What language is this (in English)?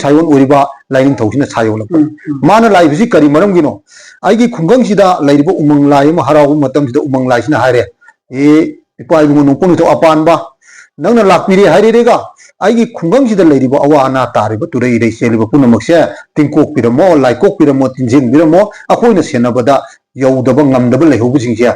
Manipuri